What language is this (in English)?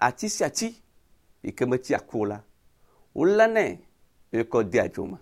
Ewe